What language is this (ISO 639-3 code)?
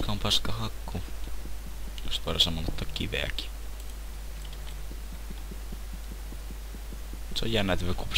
fin